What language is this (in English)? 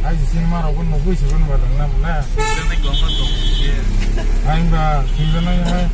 Kok Borok